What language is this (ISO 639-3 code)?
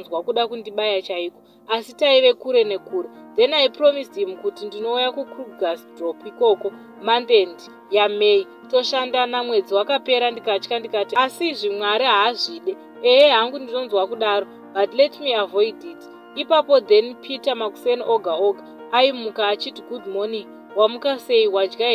sna